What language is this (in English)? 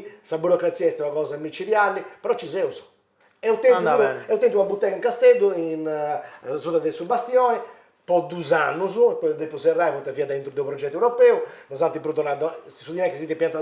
Sardinian